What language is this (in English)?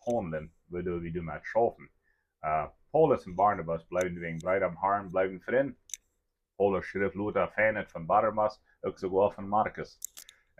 Plautdietsch